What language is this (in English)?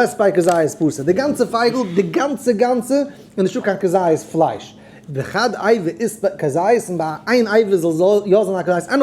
Yiddish